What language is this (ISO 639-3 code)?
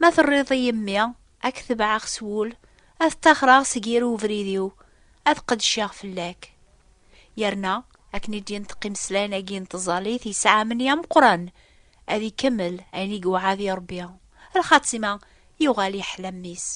kab